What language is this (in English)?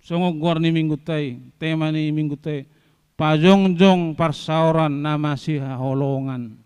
Batak Toba